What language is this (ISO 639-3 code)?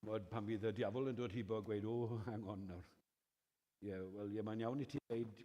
cym